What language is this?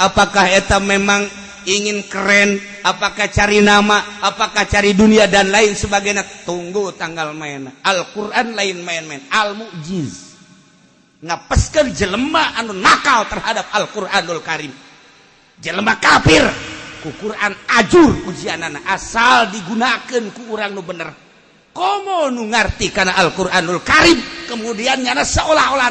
Sundanese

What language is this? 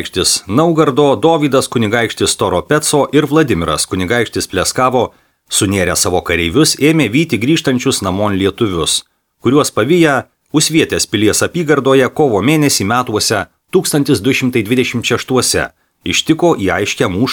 Lithuanian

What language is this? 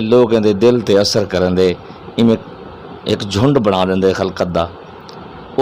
Western Panjabi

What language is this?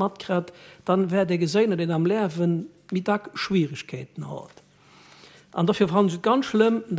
Luxembourgish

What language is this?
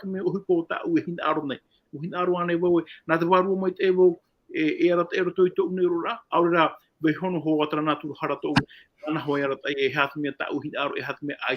Tahitian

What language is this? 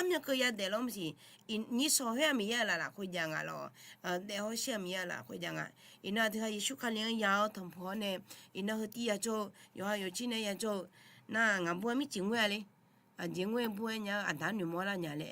Akha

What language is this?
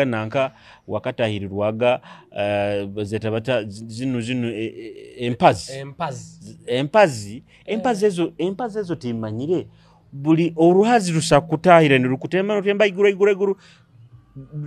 Nyoro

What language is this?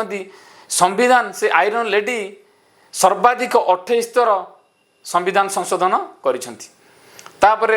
Odia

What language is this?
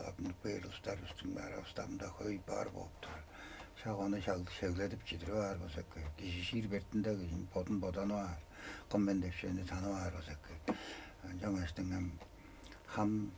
Tuvinian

